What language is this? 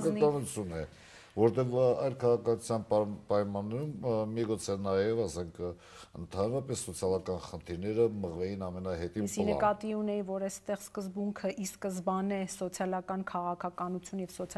Armenian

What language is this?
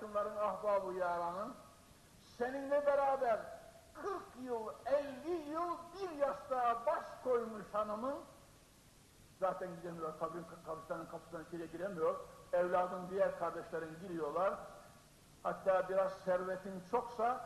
Turkish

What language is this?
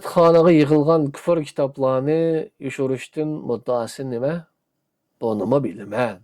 Uyghur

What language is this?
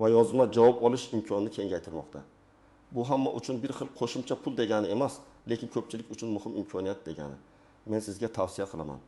Uzbek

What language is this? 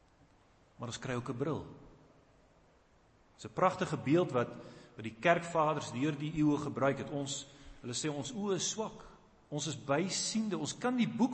Afrikaans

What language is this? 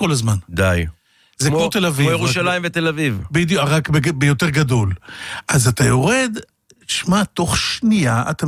Hebrew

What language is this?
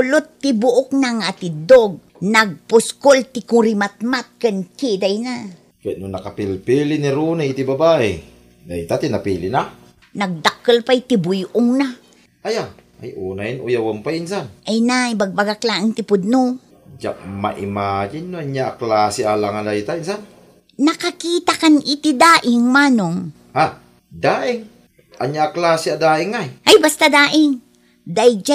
Iloko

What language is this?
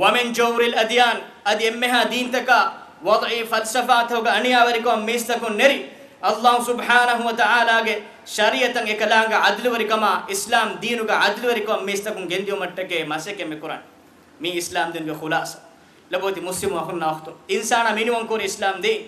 Divehi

